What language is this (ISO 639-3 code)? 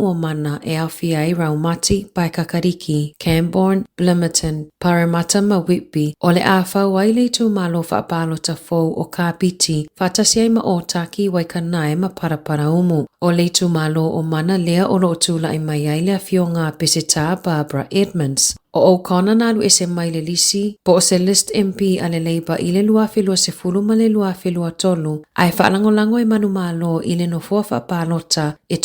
smo